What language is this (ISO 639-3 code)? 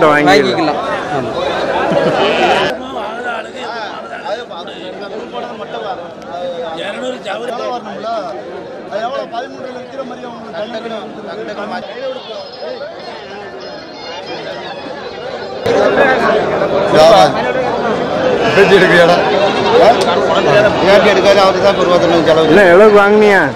tam